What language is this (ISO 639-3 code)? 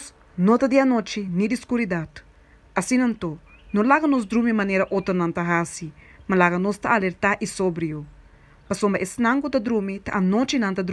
pap